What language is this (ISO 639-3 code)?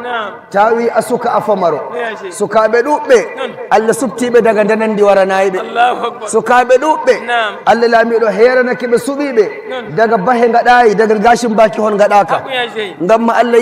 fuv